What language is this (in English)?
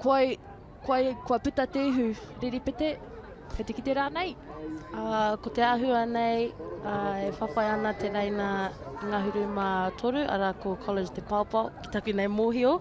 Māori